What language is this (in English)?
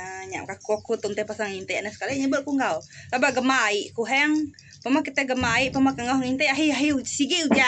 Iban